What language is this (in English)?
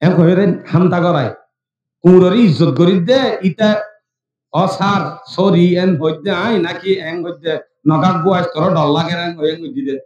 Rohingya